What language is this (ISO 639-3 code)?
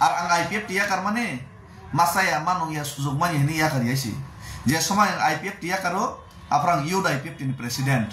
trp